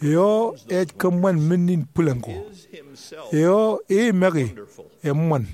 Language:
Marshallese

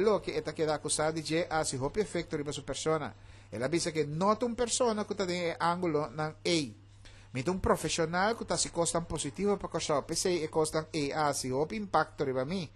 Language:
Papiamento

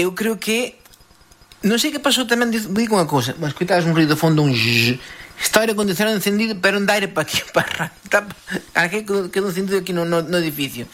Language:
Galician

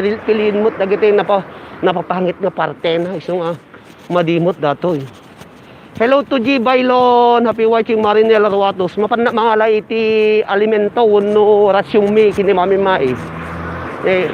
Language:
Iloko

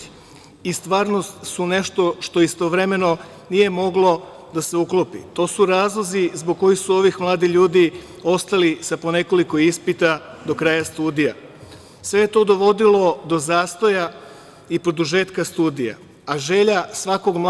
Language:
Serbian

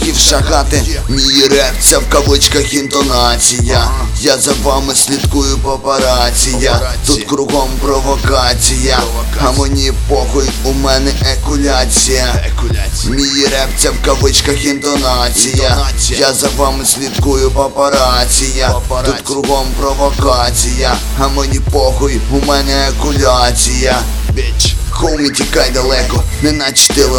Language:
Ukrainian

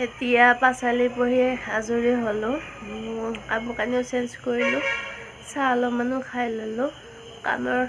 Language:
Assamese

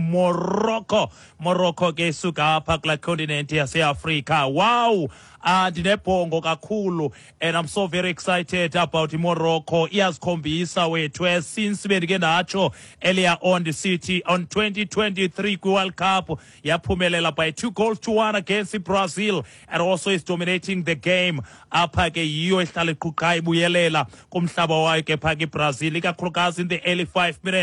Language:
Xhosa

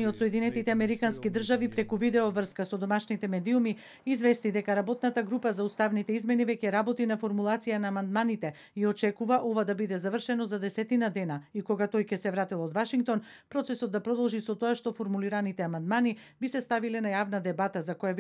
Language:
Macedonian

